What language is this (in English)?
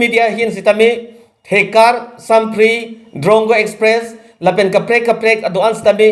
Karbi